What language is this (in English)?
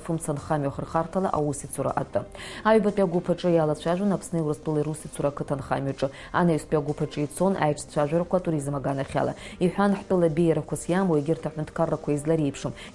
Abkhazian